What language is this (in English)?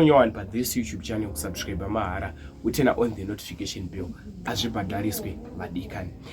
Shona